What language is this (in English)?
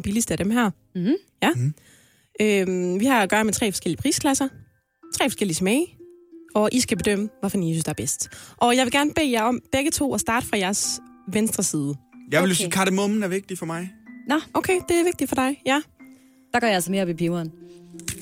Danish